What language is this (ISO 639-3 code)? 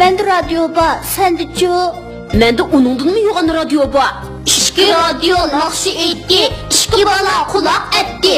uig